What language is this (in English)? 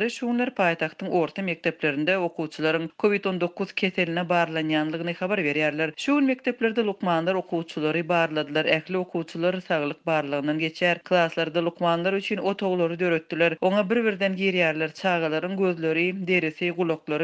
Turkmen